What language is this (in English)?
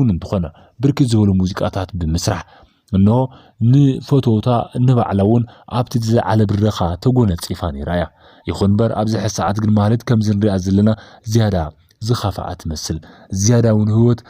Tigrinya